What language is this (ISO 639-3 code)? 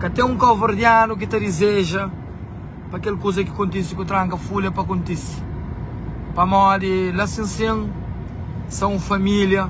kea